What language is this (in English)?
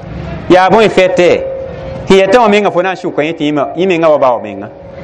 Mossi